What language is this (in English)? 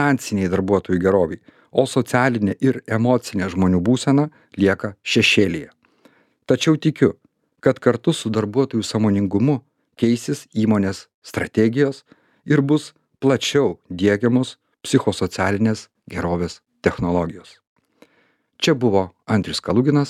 Lithuanian